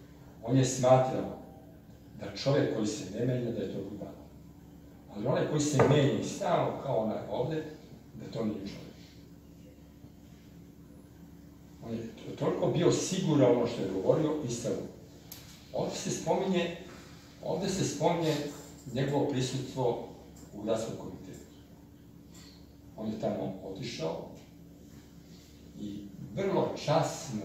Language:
Serbian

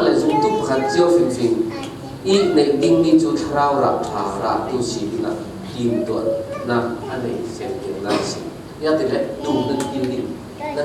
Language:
Falam Chin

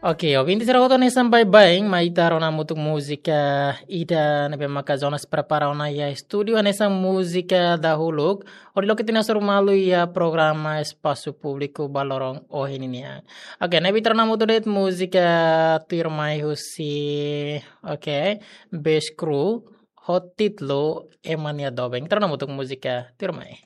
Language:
Tetum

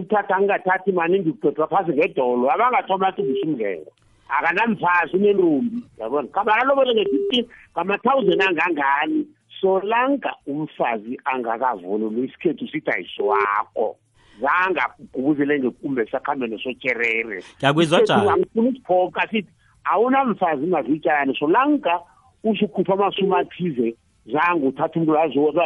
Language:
South Ndebele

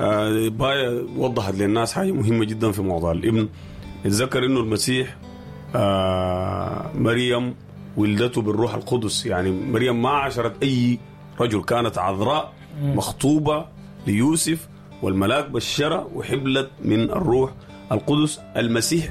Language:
Sudanese Arabic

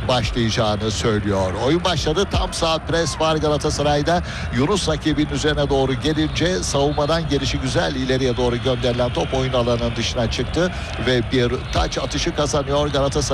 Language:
Turkish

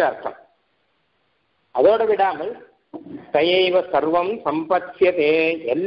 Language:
Tamil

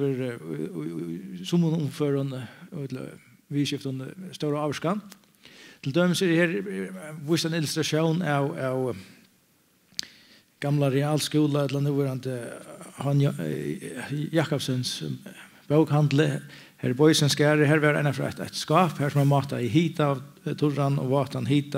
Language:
Faroese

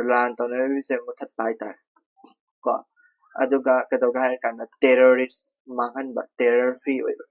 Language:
Manipuri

